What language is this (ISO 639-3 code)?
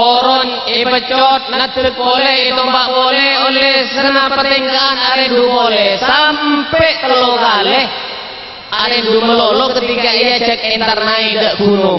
mad